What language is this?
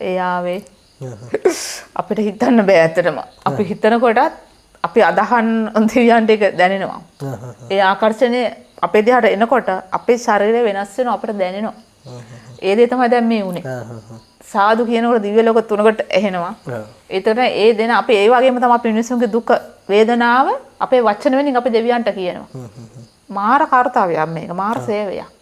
Sinhala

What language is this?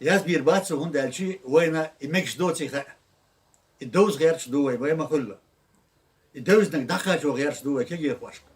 Chechen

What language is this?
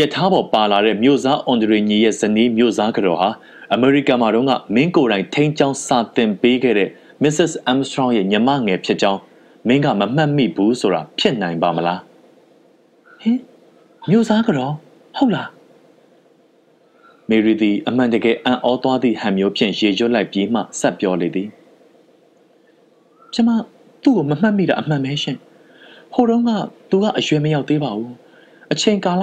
Burmese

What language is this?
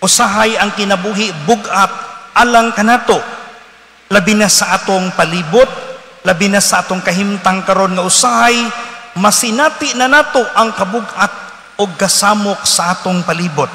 Cebuano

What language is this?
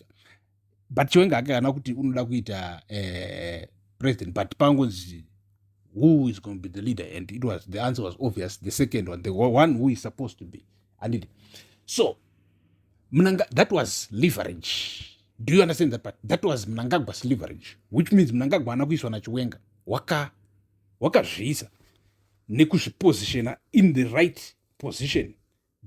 Shona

